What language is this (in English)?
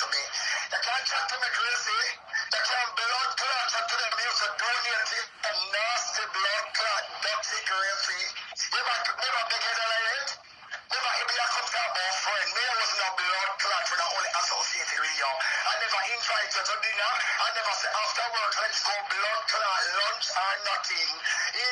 Jamaican Creole English